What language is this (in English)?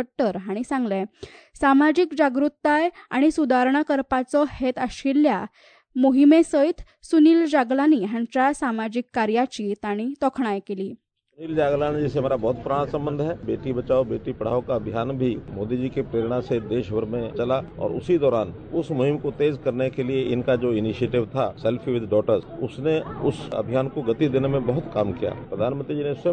Konkani